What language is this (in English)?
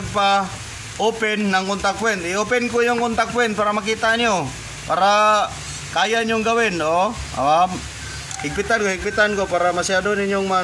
Filipino